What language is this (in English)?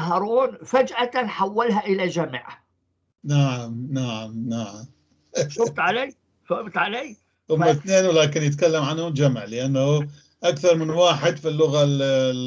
North Levantine Arabic